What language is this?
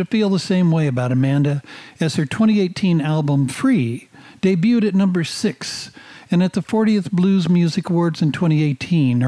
English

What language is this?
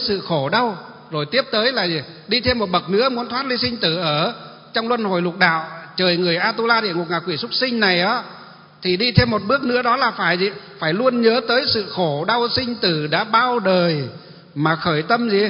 Vietnamese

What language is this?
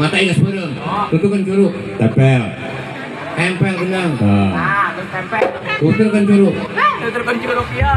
Sundanese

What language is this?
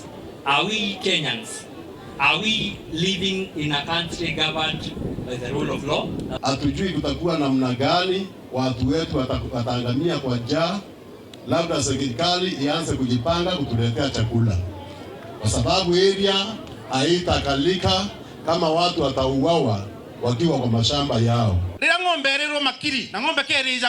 Meru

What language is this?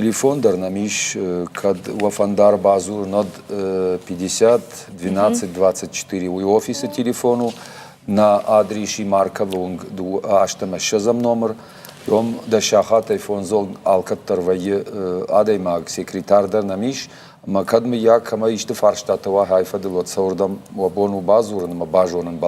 Ossetic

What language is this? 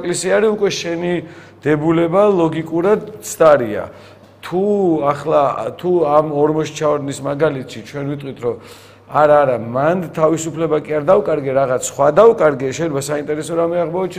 Georgian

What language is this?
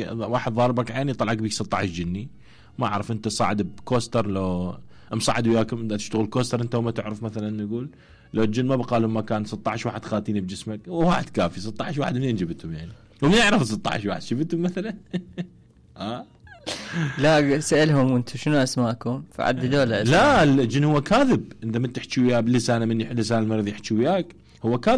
Mesopotamian Arabic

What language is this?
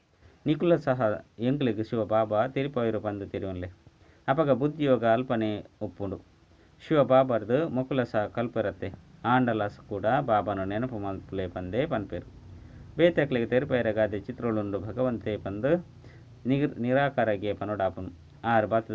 Tulu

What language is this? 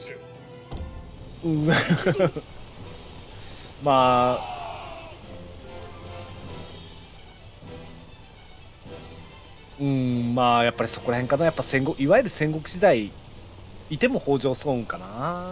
Japanese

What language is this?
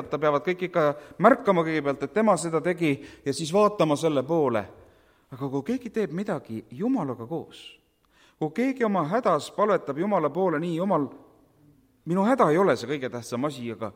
Estonian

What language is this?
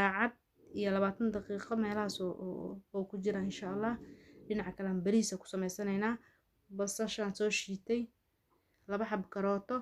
Somali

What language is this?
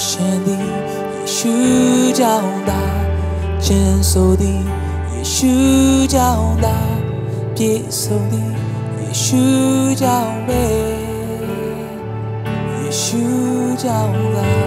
Burmese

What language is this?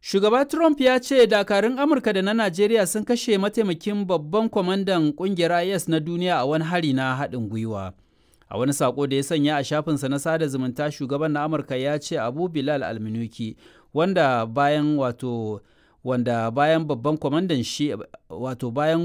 Hausa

